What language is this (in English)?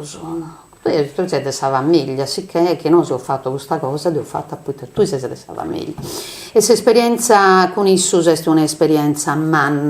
Sardinian